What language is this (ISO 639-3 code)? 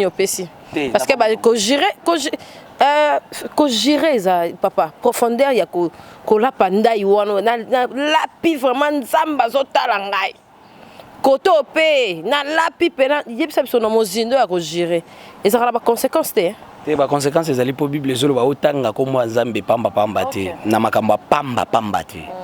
lin